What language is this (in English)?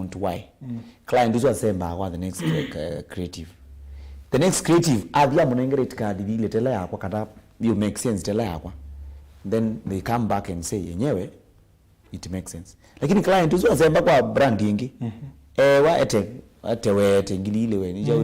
Kamba